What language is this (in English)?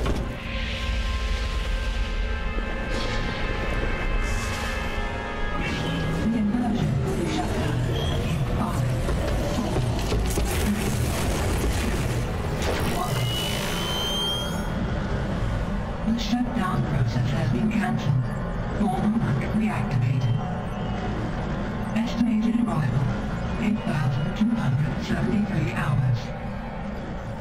English